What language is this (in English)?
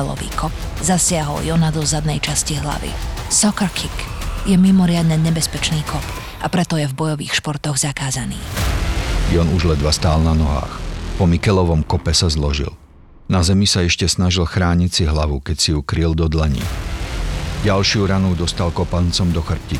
Slovak